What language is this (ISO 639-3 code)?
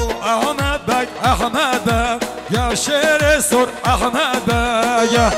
kur